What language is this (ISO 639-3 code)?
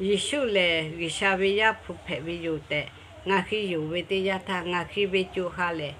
lhu